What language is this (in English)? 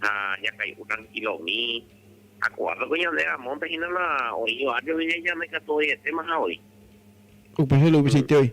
Guarani